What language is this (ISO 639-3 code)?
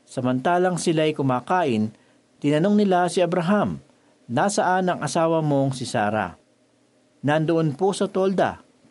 fil